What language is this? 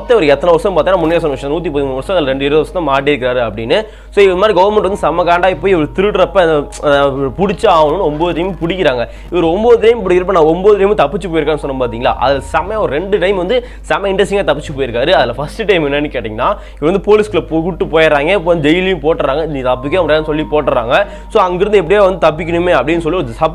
Tamil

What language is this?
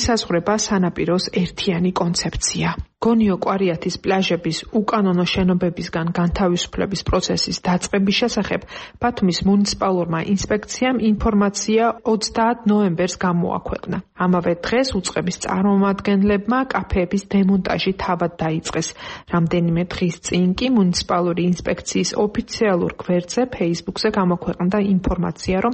Georgian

